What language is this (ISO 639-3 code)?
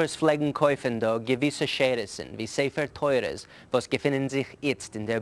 yid